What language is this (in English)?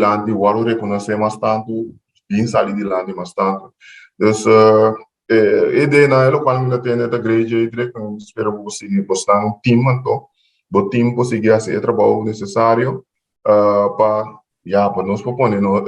Papiamento